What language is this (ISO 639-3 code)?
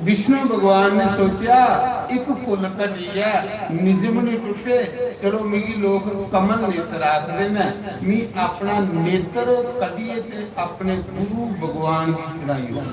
doi